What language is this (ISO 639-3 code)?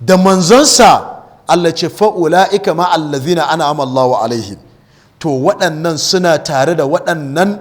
hau